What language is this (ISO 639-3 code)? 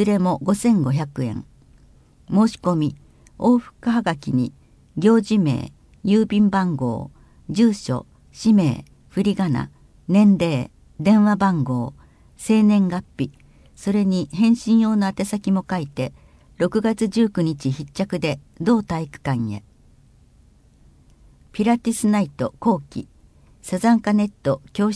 jpn